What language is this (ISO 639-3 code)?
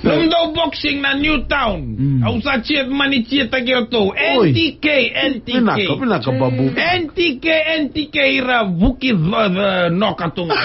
fij